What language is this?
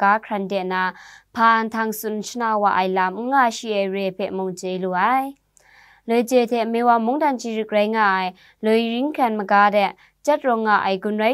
Kachin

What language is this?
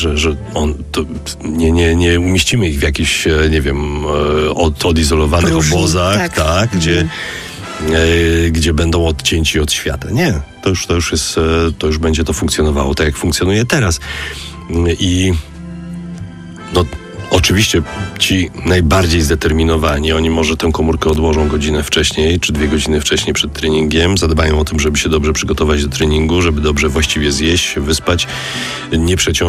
Polish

